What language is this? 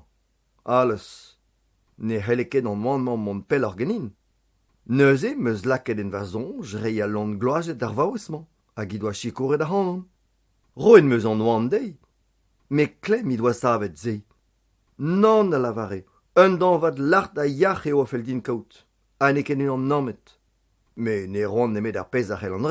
Breton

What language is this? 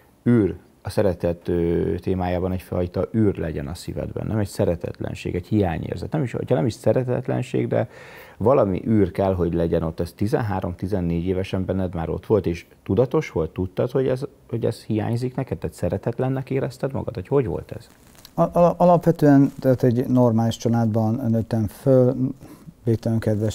Hungarian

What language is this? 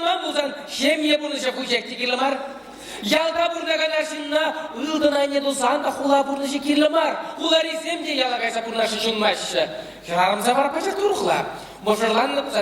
Chuvash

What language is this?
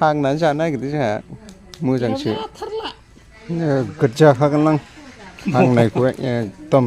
Bodo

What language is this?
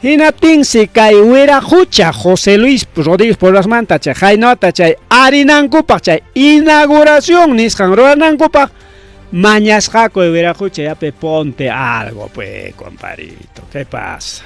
Ayacucho Quechua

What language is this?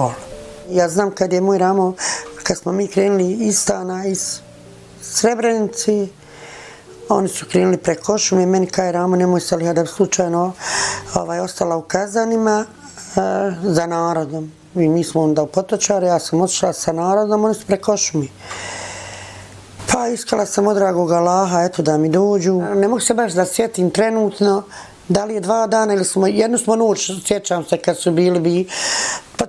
Bosnian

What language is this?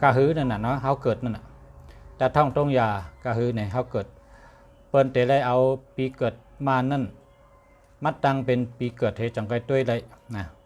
Shan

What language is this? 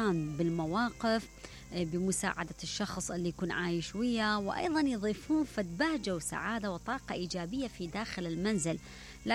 Mesopotamian Arabic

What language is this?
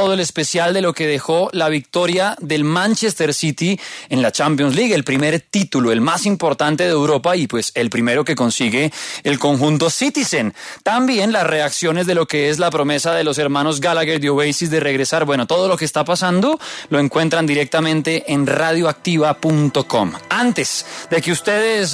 Spanish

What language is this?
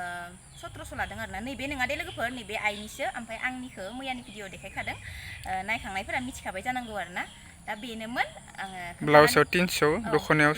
Bodo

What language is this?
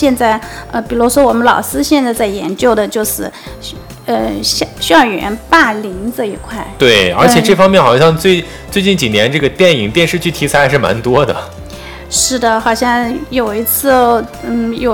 Chinese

